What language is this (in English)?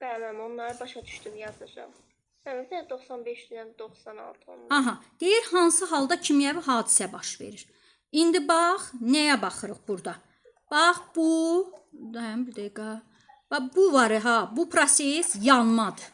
Azerbaijani